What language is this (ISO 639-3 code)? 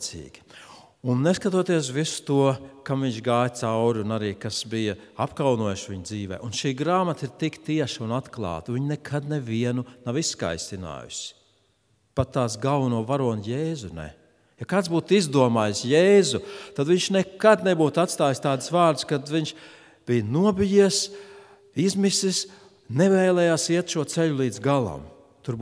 lav